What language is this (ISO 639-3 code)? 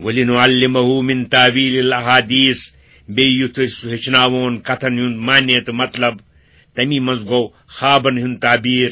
kas